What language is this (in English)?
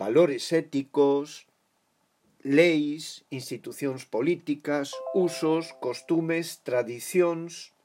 Galician